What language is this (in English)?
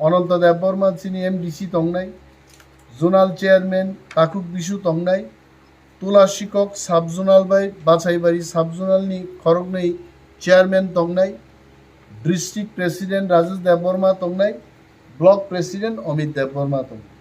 Kok Borok